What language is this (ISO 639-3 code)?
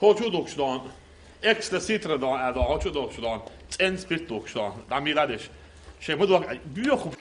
che